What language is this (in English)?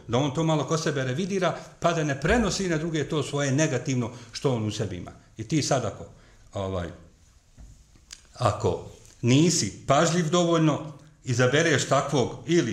Bosnian